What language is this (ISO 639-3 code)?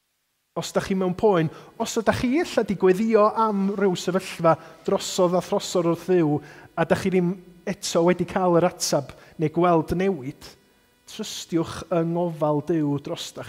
cym